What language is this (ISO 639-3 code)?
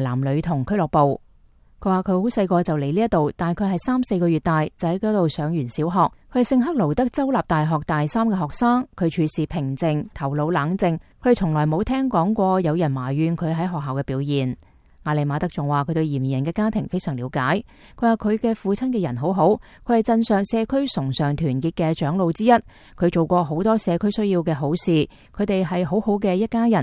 yue